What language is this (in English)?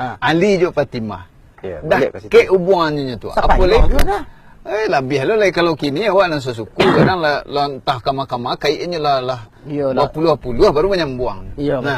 Minangkabau